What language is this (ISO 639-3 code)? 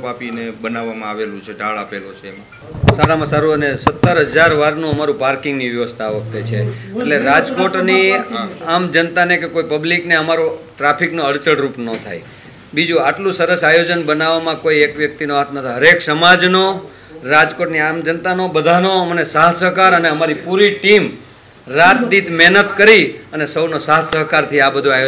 guj